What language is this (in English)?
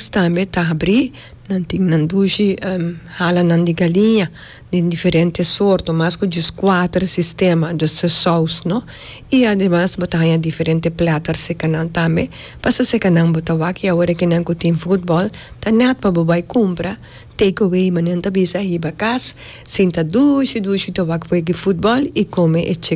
Papiamento